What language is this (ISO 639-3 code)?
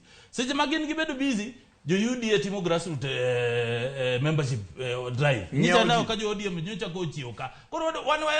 luo